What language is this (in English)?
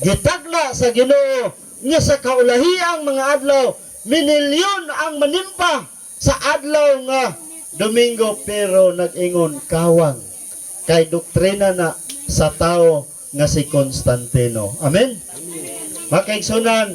Cebuano